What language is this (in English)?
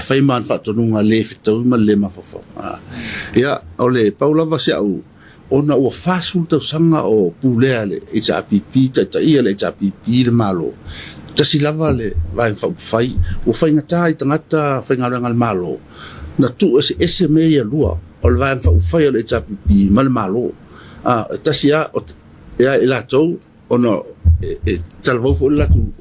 Samoan